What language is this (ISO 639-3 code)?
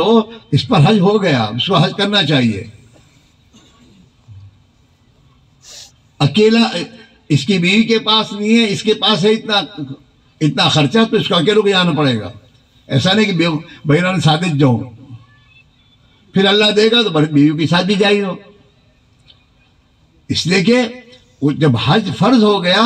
urd